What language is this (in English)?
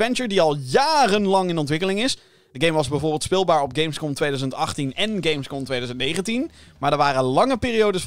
Dutch